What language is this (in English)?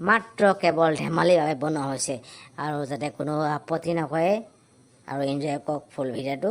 Assamese